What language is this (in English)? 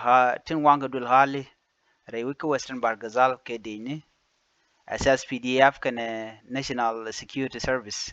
Nuer